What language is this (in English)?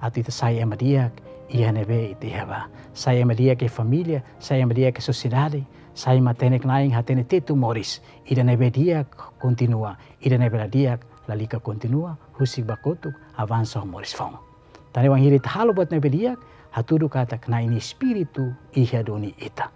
Tetum